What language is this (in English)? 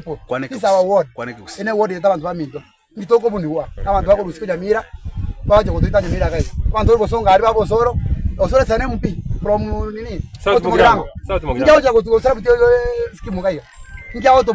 Gusii